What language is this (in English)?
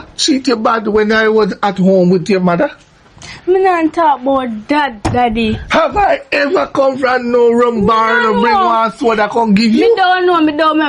Jamaican Creole English